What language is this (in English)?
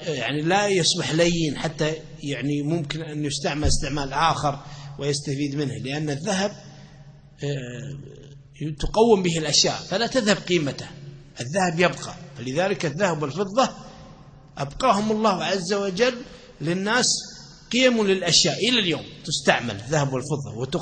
Arabic